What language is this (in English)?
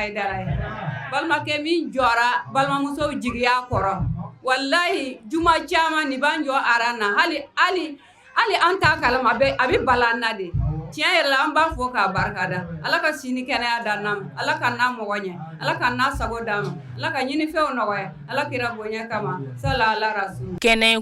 Bambara